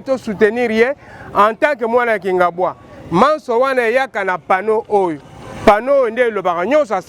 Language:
Lingala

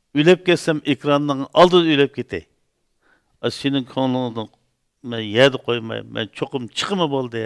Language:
Uyghur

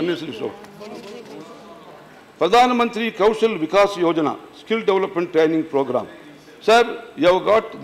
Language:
English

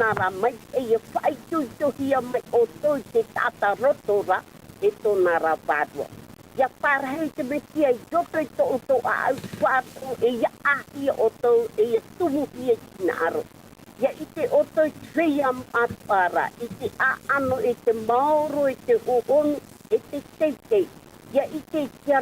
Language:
Tahitian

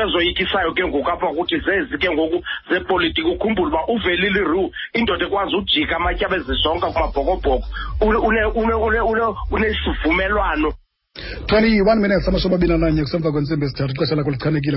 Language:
Xhosa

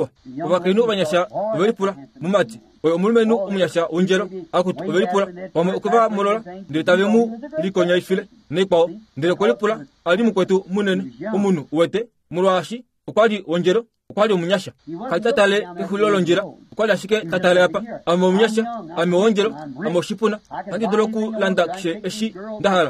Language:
Kuanyama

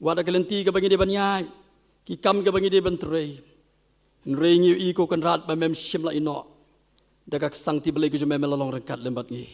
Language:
Khasi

